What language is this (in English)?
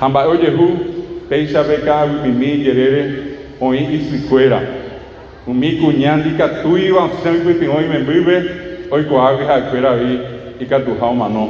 Guarani